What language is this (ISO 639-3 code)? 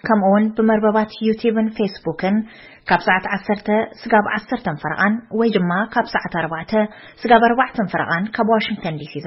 tir